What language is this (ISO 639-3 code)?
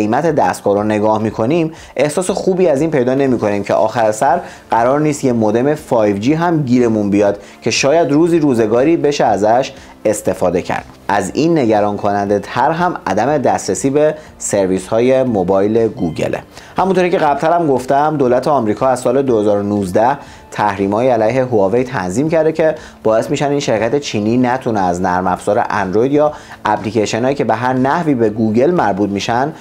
fas